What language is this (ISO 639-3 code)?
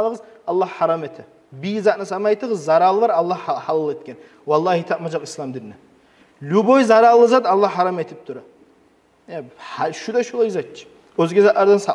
kum